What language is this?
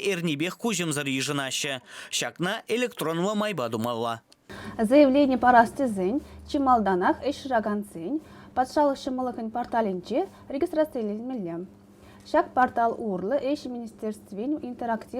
Chuvash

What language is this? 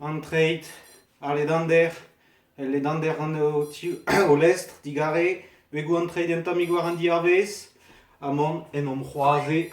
Breton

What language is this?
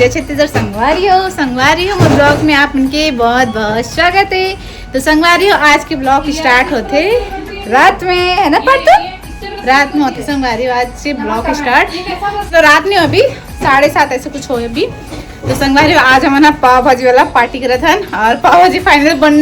Chhattisgarhi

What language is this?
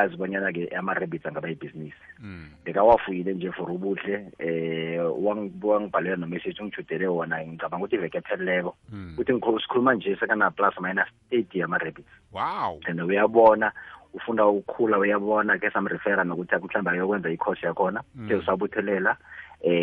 South Ndebele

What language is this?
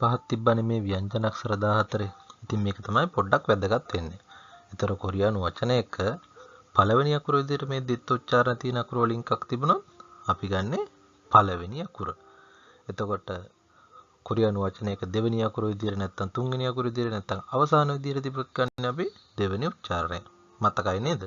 Sinhala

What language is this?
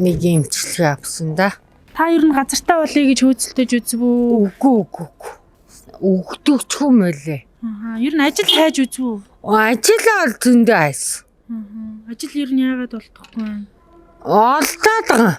Mongolian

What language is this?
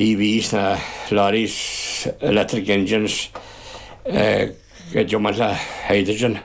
Irish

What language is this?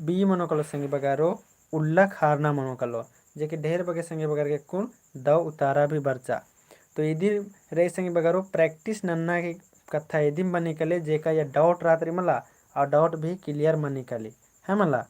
Kurukh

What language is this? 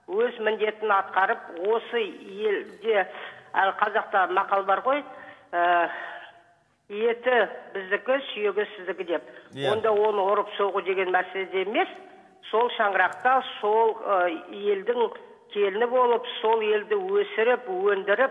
Kazakh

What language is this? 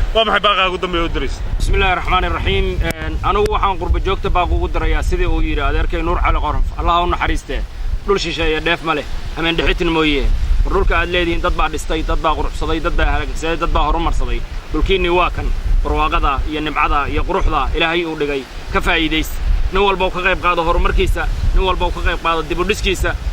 Somali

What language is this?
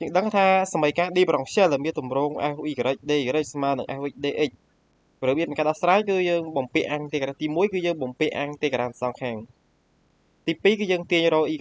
Khmer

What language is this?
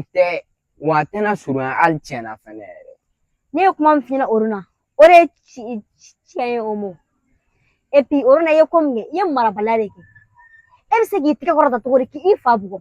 Bambara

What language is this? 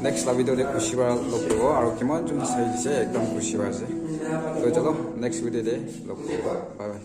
Naga Pidgin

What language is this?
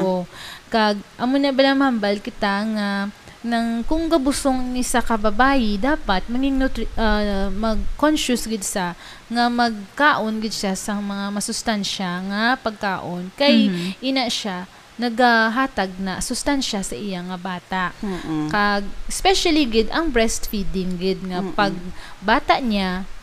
Hiligaynon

